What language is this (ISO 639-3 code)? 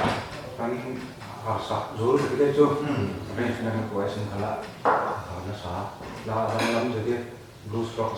cfm